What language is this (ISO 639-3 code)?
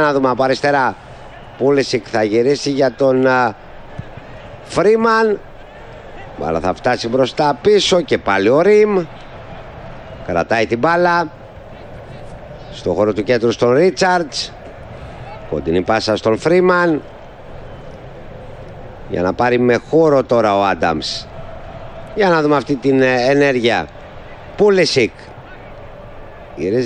ell